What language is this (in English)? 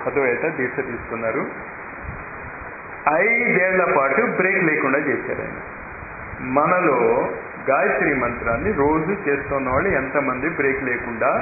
Telugu